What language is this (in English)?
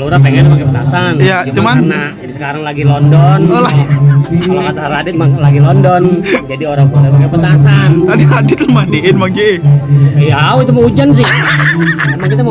Betawi